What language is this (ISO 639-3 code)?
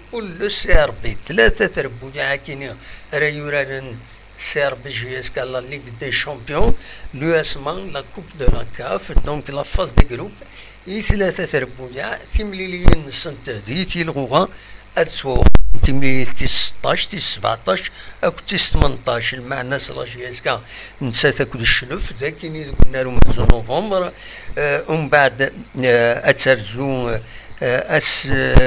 kab